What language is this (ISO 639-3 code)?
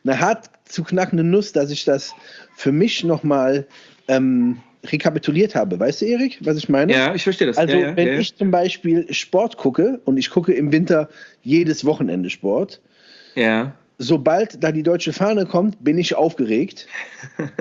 deu